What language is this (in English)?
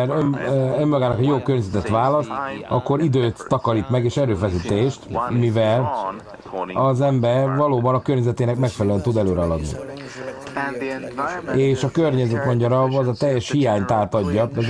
Hungarian